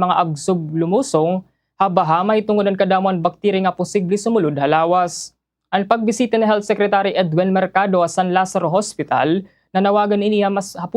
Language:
Waray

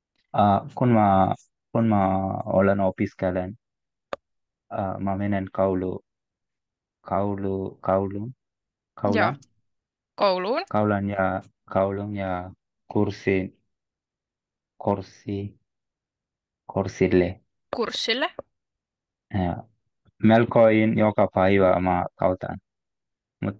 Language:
Finnish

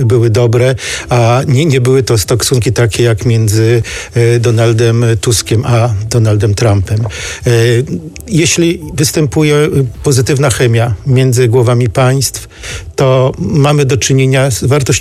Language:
Polish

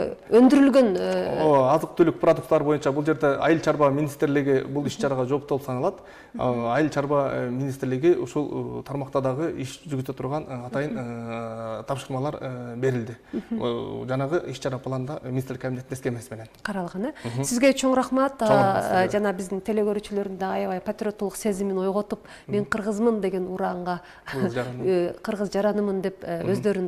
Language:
Kyrgyz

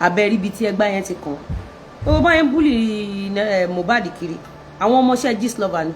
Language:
Yoruba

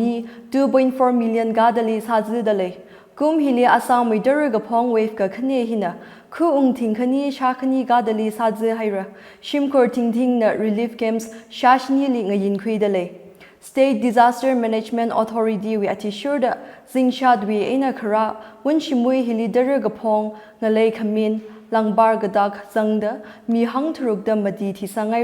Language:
Tangkhul Naga (India)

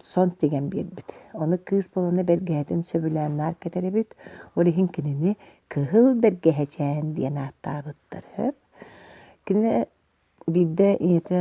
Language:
Yakut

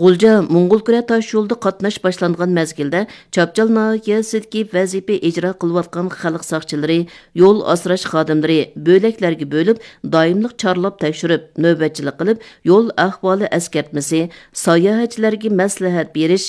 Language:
Uyghur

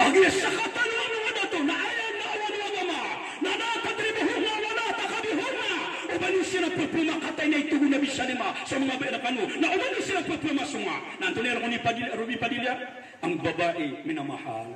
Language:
Maranao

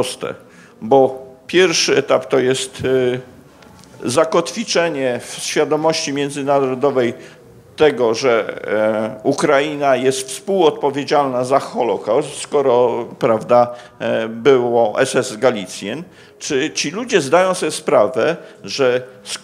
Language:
Polish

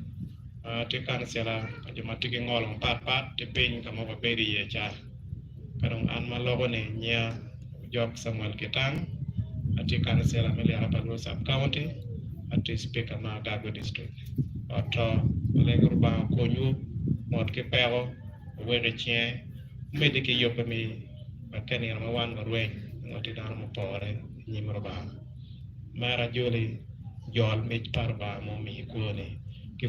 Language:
Acoli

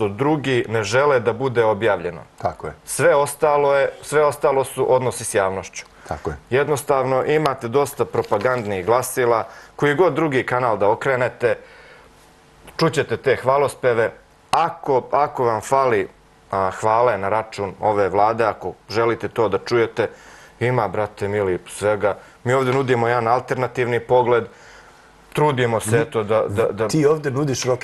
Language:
Serbian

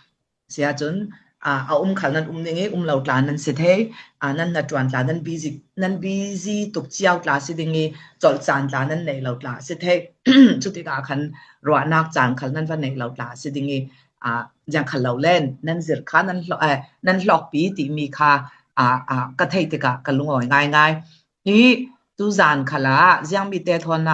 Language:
Falam Chin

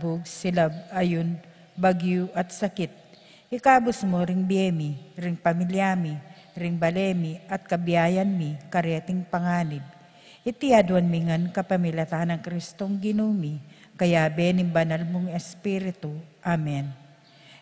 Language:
Pampanga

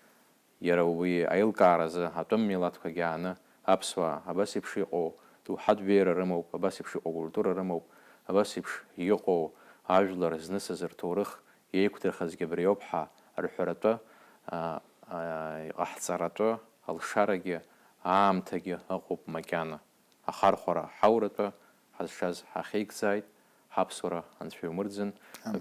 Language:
Abkhazian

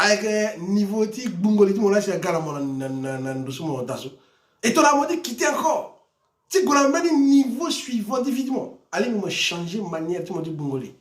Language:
Sango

